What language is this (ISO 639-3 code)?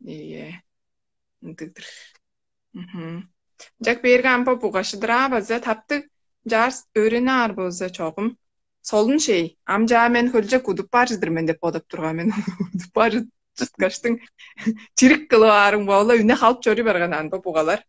tyv